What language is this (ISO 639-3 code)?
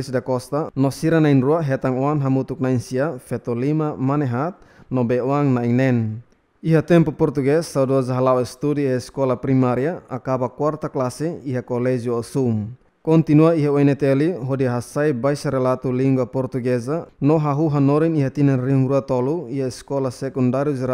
tet